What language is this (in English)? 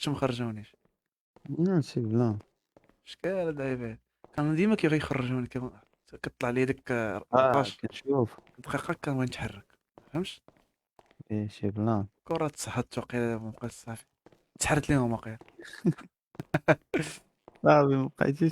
Moroccan Arabic